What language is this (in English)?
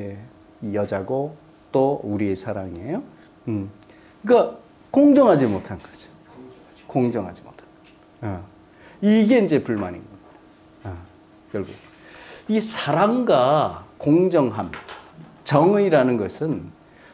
Korean